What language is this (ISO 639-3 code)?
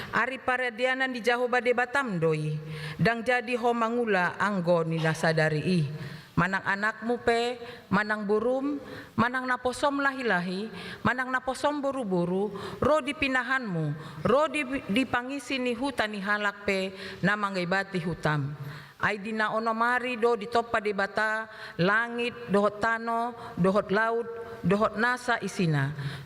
bbc